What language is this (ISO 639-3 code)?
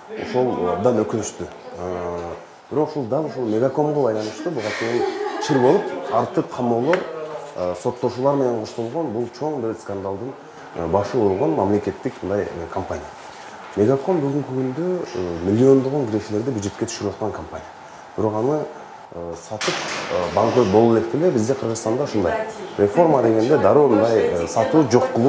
kir